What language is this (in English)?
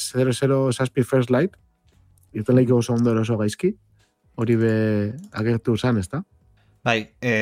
Basque